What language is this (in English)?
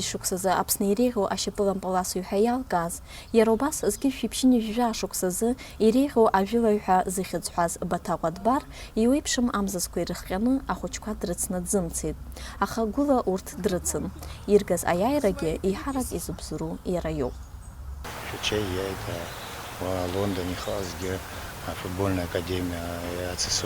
Abkhazian